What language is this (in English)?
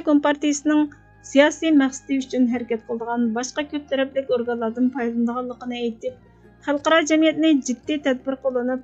Uyghur